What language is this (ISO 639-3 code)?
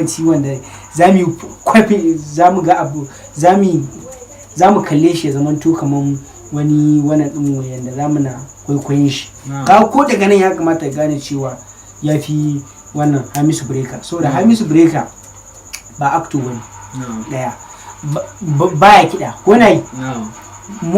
hau